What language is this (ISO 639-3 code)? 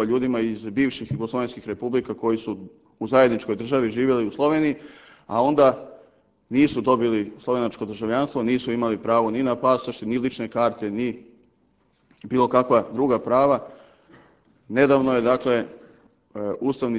srp